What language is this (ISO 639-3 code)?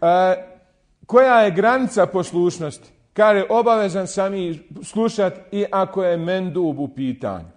bos